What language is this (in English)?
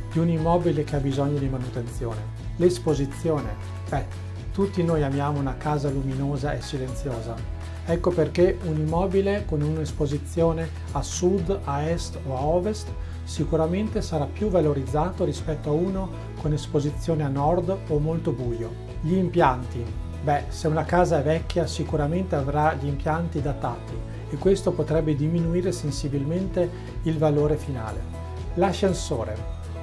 Italian